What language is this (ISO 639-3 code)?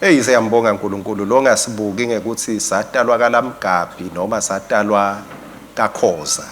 ssw